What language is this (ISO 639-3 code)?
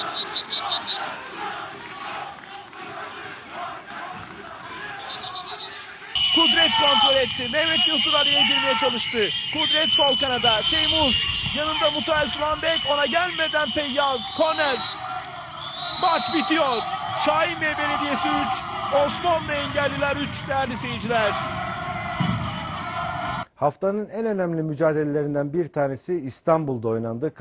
tur